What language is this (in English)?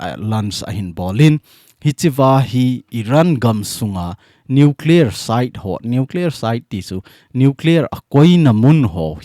Thado Chin